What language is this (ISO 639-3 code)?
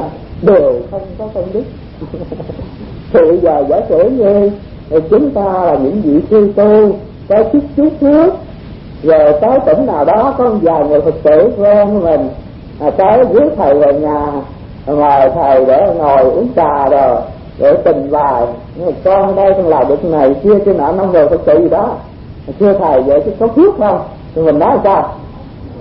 vie